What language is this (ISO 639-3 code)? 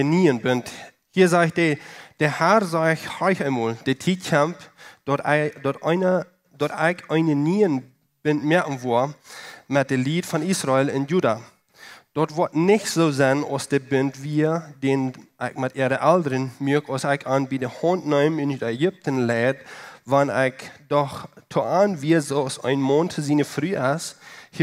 pdt